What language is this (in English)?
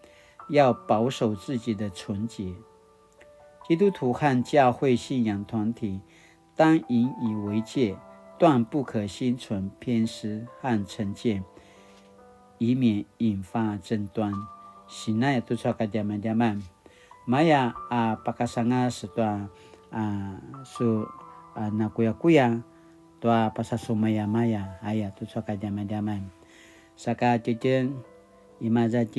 Paiwan